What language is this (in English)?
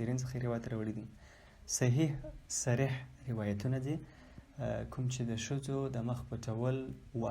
Pashto